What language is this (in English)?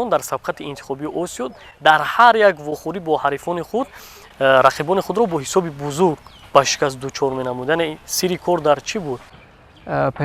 Tajik